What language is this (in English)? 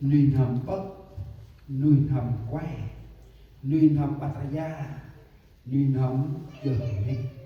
Central Mnong